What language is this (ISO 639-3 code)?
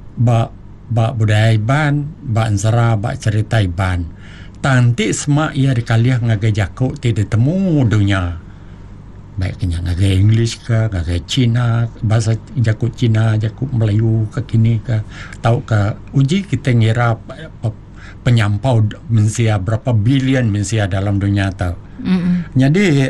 iba